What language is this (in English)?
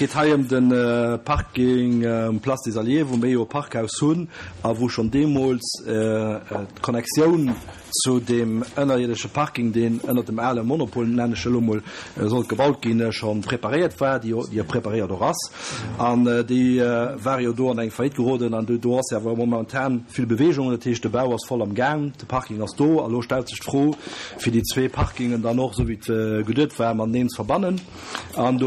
Luxembourgish